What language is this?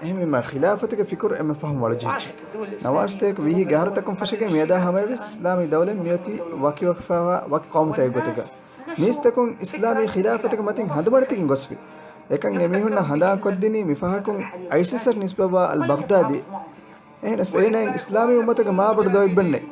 Divehi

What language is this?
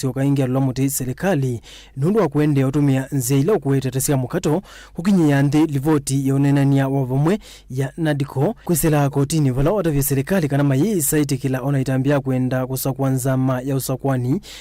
Kamba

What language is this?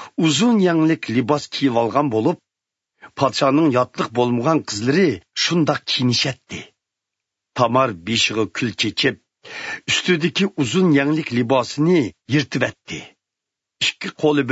Uyghur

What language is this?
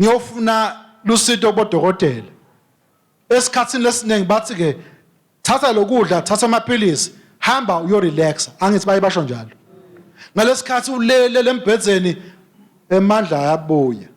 Swati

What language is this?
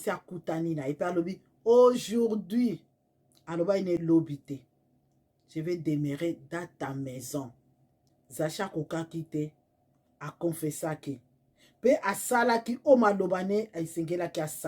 Lingala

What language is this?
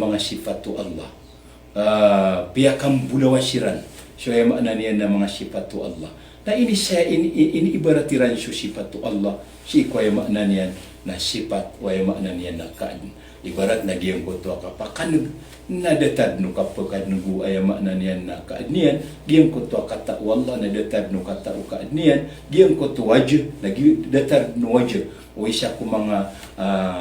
Maranao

